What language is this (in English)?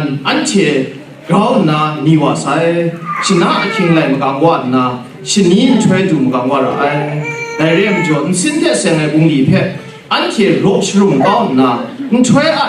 Kachin